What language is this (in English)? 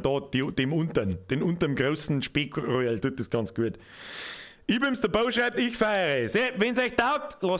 Bavarian